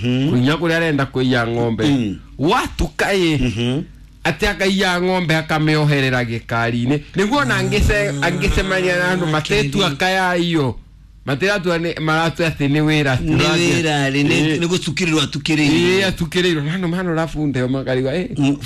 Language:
Kikuyu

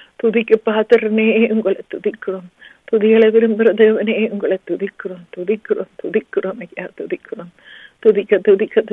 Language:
Tamil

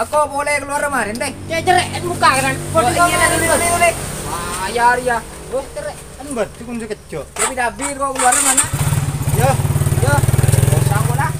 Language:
Madurese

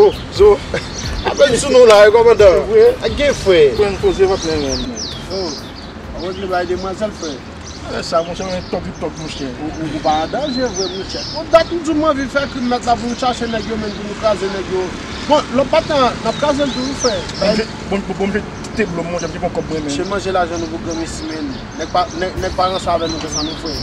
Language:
Haitian Creole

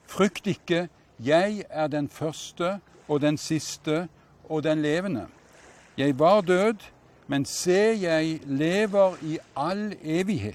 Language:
Norwegian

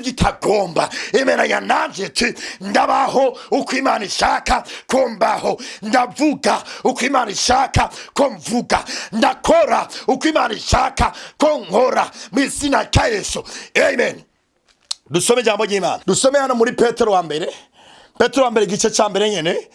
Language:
Rundi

